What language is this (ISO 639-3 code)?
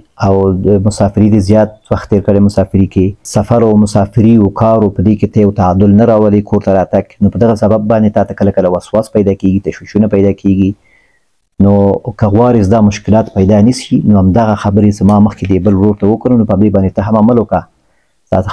pus